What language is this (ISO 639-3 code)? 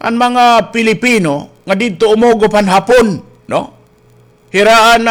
war